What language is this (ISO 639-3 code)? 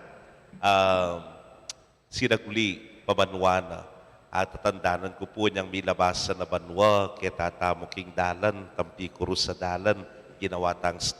pam